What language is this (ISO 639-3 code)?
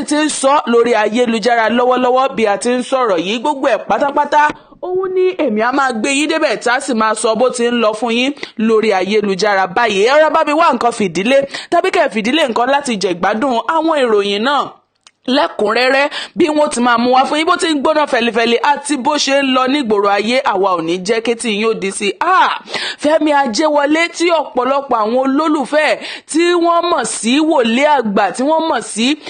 yor